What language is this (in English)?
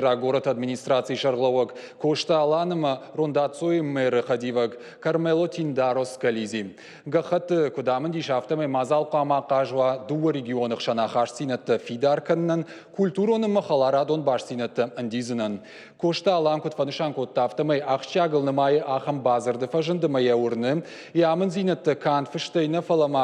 Ossetic